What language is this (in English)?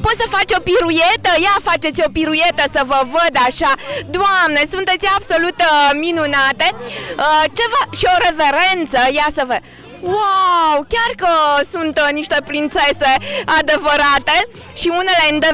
Romanian